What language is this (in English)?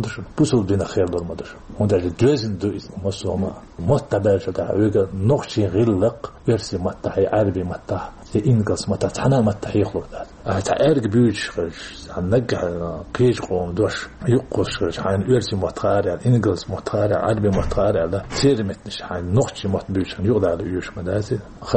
Chechen